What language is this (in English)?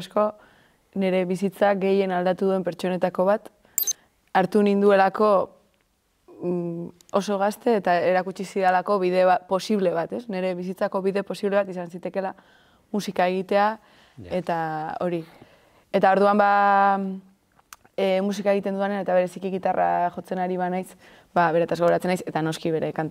Basque